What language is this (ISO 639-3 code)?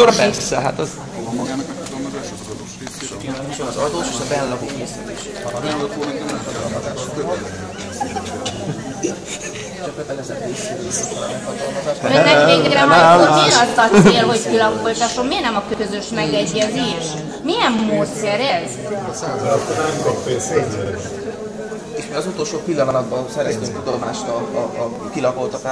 hun